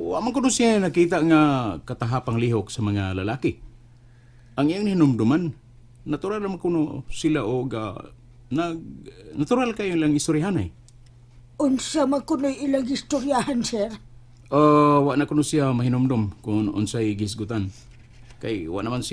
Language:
Cebuano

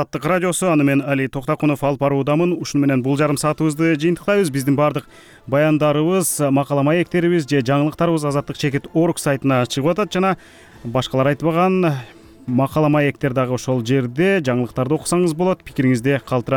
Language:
Kyrgyz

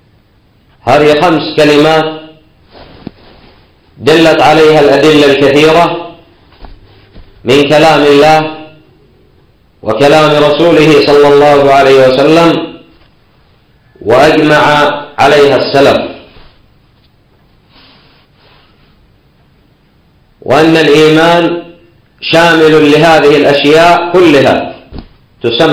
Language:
Arabic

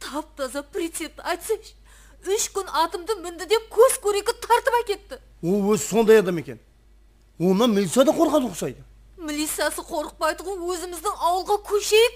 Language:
Kara-Kalpak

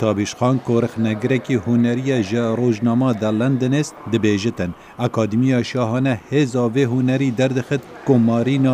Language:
Kurdish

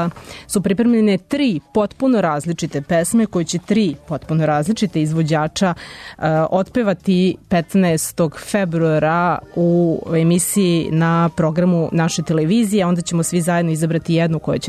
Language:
Serbian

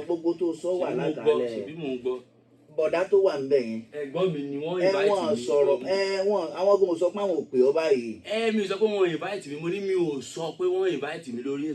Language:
Yoruba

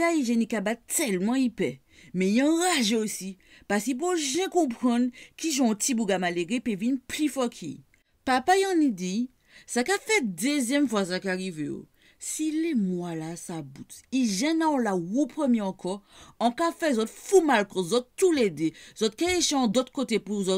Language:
Guadeloupean Creole French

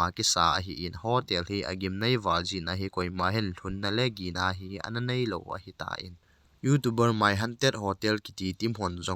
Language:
Thado Chin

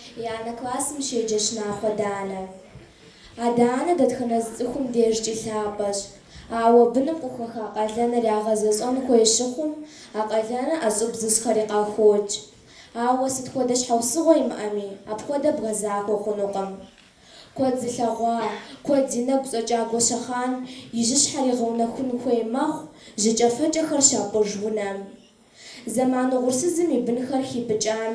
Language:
Kabardian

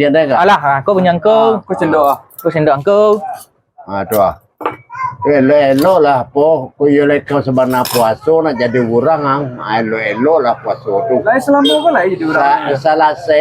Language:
Minangkabau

